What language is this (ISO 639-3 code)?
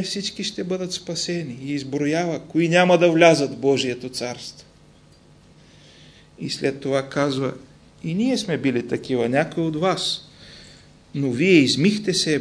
bul